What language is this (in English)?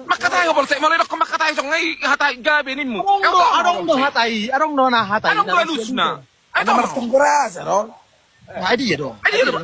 Batak Toba